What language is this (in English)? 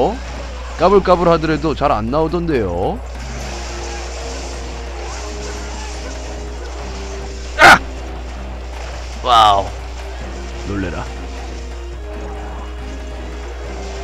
Korean